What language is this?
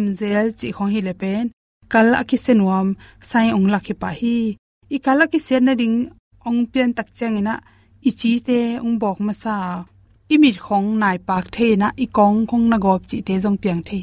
Tedim Chin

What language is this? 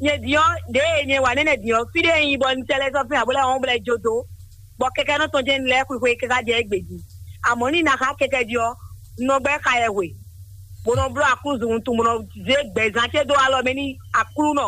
Fon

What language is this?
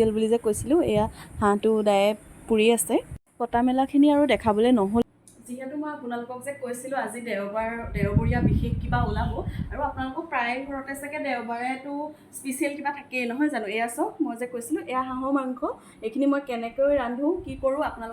Assamese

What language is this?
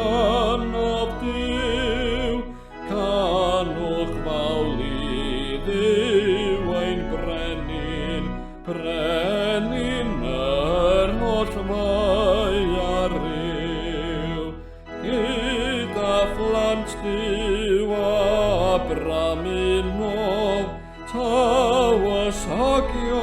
Welsh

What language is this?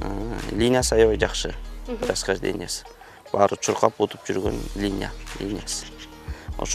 Kyrgyz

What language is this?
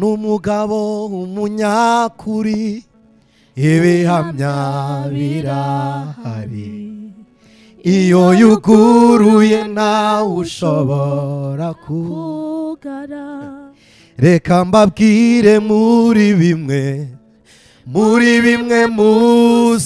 Kinyarwanda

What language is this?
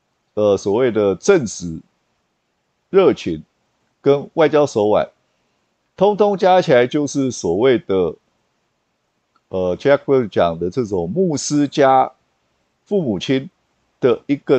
Chinese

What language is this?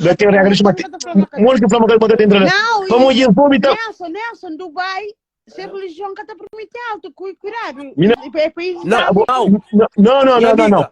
Kabuverdianu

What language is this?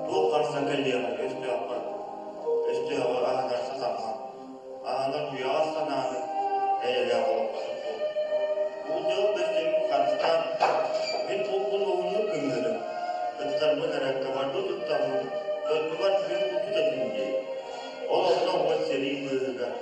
Yakut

